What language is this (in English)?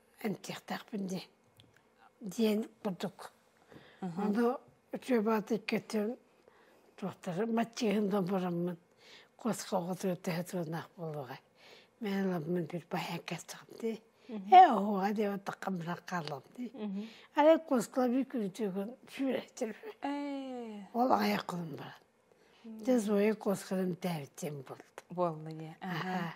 Yakut